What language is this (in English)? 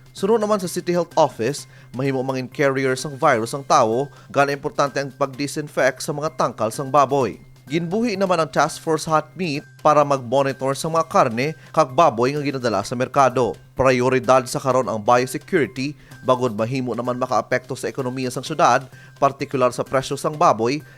Hiligaynon